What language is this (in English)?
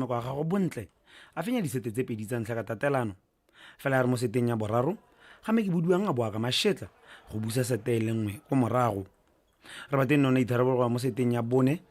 Tswana